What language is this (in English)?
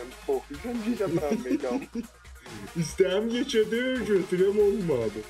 South Azerbaijani